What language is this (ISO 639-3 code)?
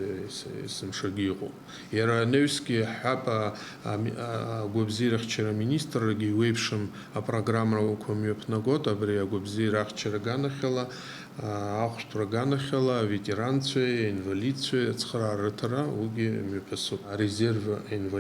abk